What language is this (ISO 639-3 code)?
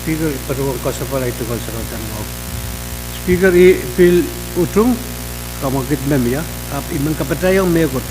pon